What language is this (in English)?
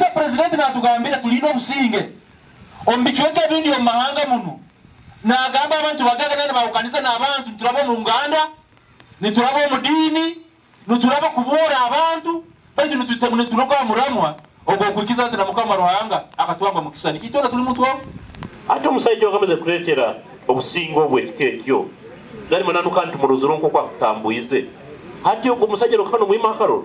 Nyankole